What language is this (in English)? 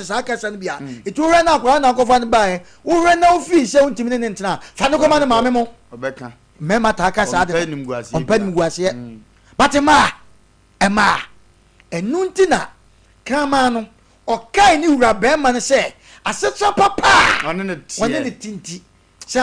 Akan